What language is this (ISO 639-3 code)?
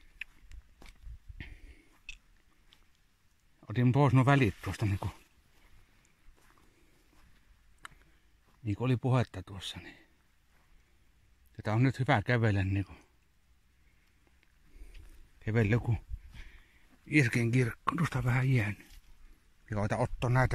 fin